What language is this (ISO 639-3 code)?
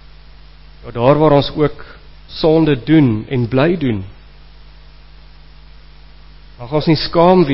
afr